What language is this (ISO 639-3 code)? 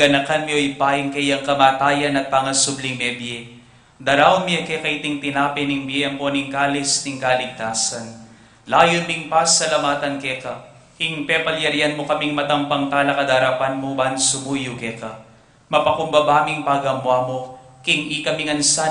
pam